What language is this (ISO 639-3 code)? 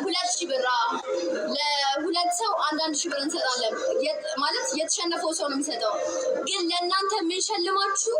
amh